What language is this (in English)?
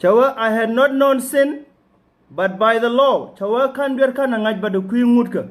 Nuer